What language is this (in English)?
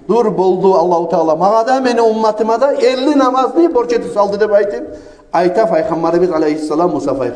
Kumyk